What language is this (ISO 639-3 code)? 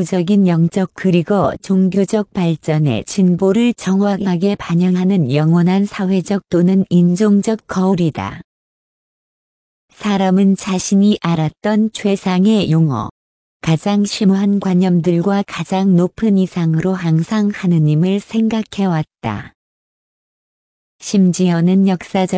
kor